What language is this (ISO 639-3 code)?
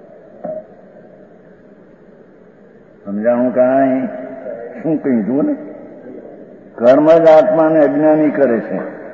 guj